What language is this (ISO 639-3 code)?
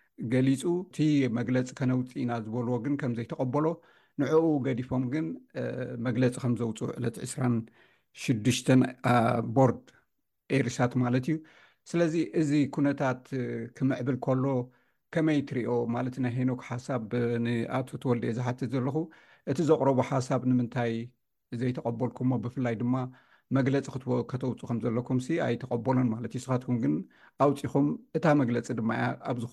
tir